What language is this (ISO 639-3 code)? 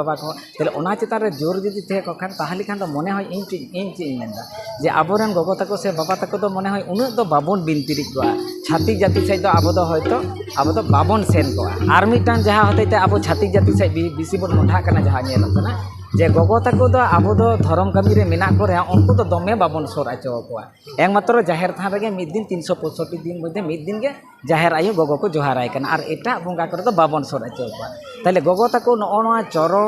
sat